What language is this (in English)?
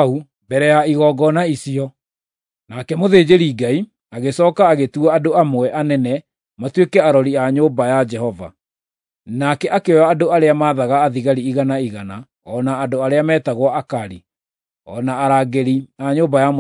Kikuyu